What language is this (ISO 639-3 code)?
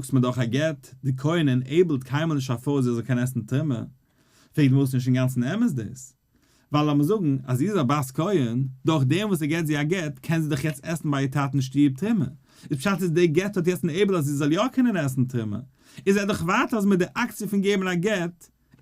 yid